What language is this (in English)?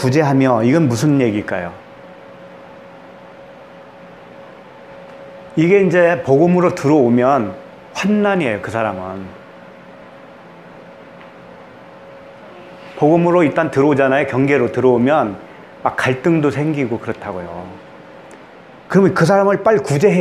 Korean